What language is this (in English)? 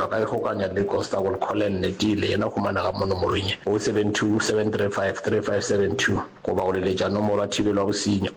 Northern Sotho